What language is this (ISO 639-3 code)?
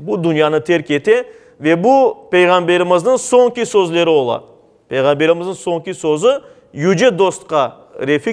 crh